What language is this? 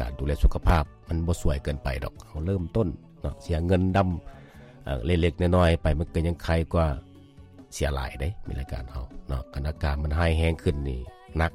Lao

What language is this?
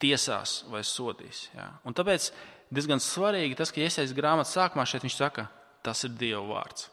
Latvian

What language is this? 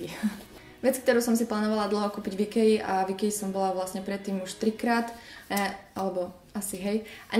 Slovak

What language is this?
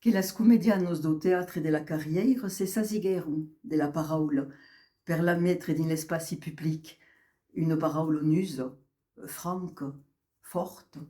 Occitan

